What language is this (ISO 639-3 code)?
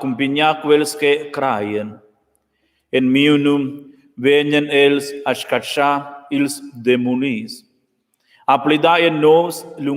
roh